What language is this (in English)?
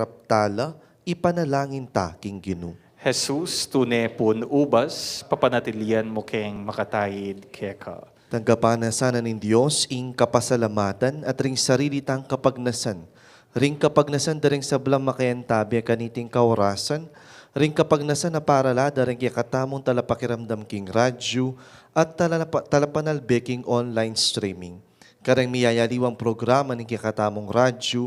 Pampanga